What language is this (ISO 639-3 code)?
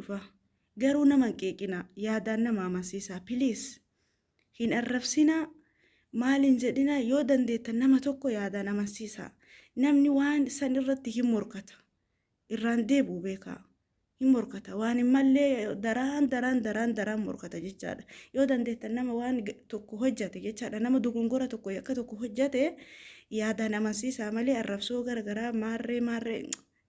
orm